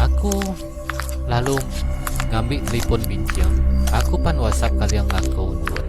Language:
Iban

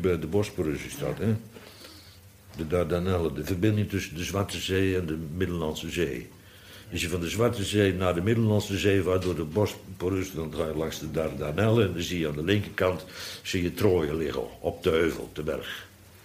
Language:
Dutch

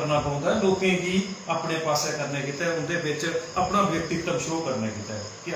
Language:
Dogri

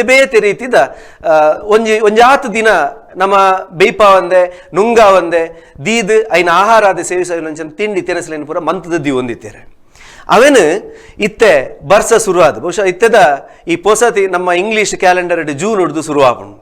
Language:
Tulu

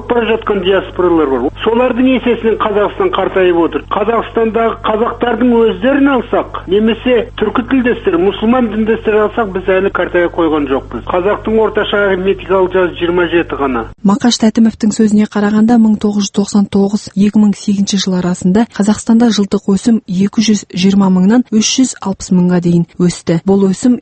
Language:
Kazakh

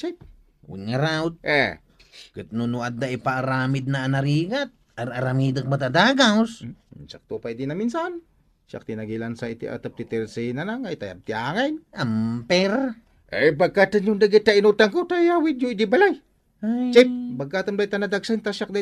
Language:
Iloko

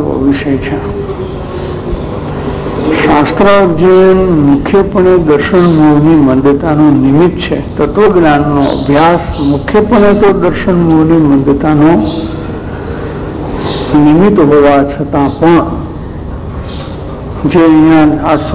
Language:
Gujarati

